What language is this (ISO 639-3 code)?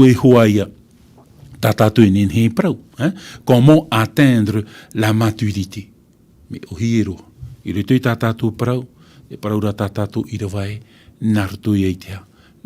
tah